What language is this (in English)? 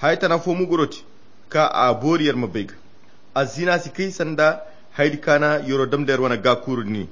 Koyra Chiini